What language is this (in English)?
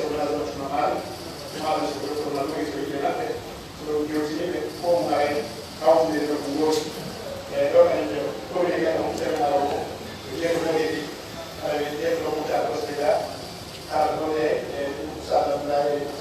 Pular